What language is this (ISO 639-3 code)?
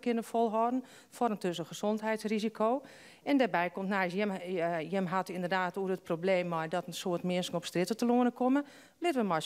fry